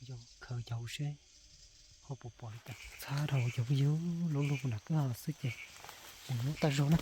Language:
Hmong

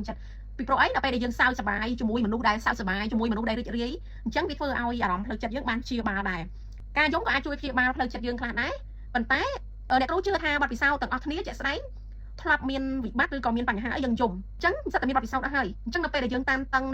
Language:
Khmer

